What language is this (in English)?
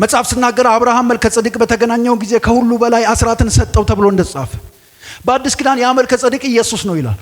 Amharic